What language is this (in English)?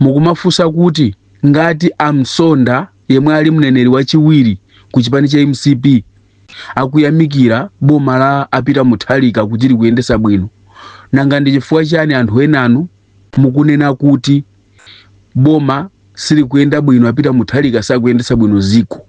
Nyanja